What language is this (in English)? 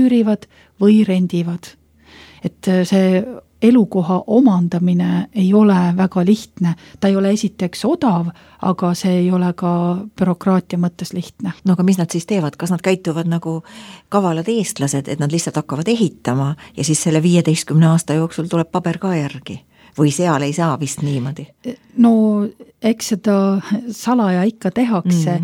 Estonian